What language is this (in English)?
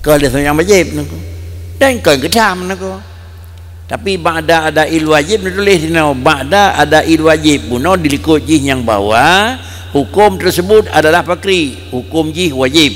Achinese